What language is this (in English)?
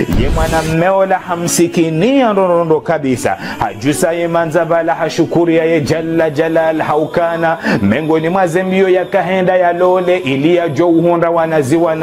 Ngazidja Comorian